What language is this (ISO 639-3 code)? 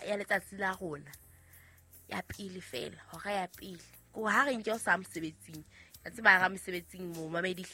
sot